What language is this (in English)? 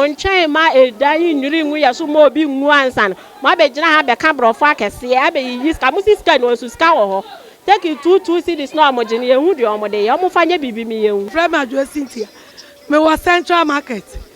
Akan